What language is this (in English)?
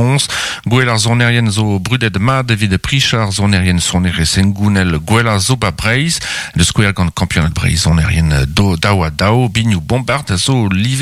Breton